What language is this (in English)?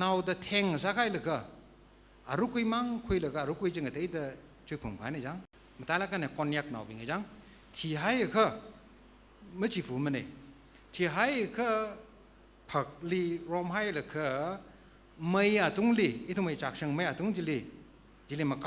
Tangkhul Naga (India)